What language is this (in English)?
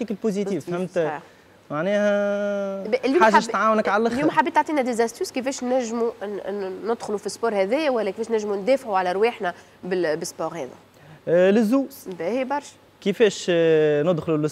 Tunisian Arabic